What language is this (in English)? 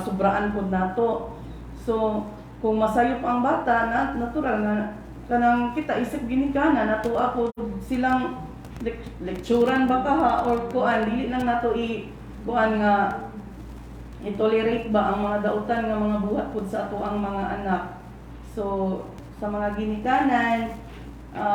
Cebuano